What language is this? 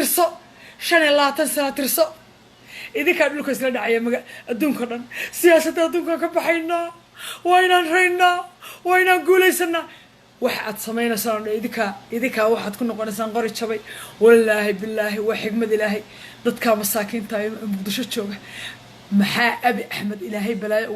Somali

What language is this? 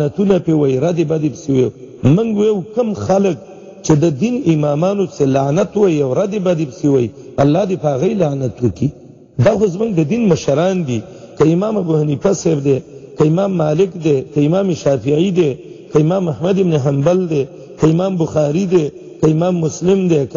Pashto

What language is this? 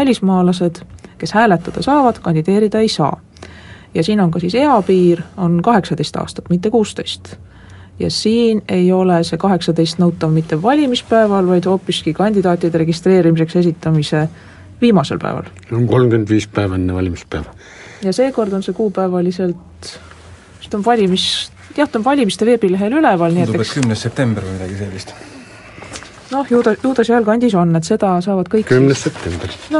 Estonian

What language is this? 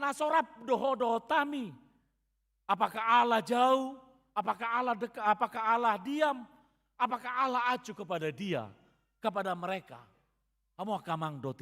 Batak Toba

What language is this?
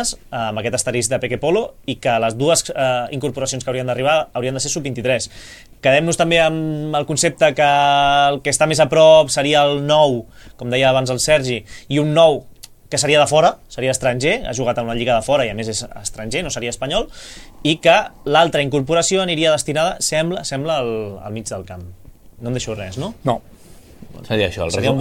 Catalan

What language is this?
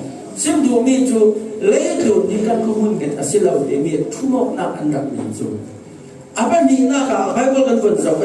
Falam Chin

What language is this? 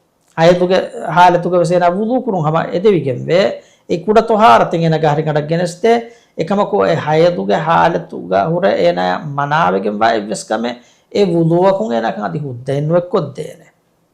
Divehi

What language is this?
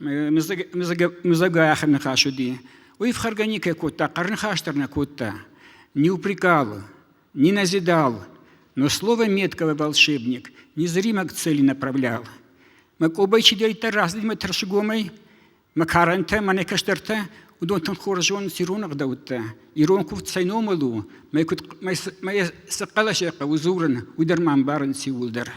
Ossetic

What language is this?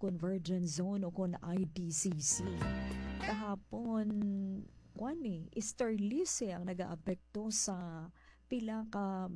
Hiligaynon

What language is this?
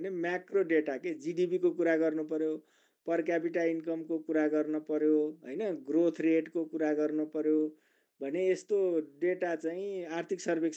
Nepali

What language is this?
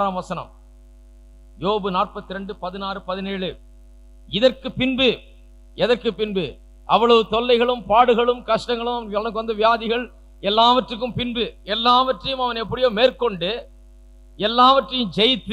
Tamil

